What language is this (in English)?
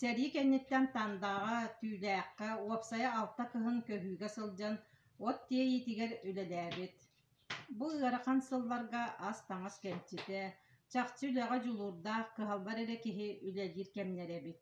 Yakut